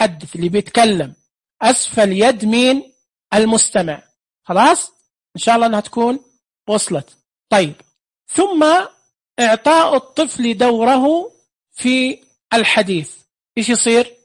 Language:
Najdi Arabic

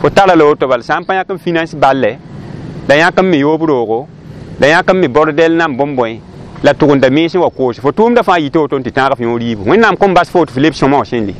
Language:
Mossi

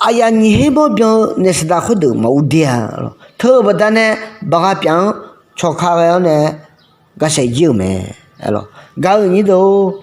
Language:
Akha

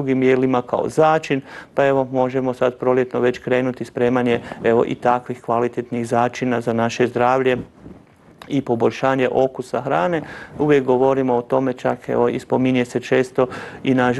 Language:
Croatian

